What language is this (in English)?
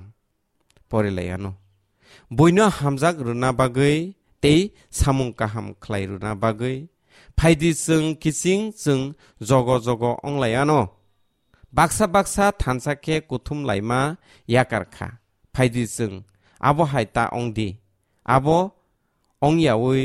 Kok Borok